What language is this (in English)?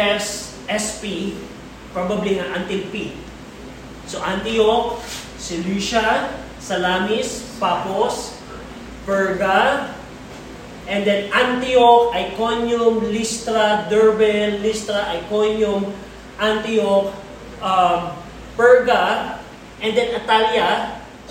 Filipino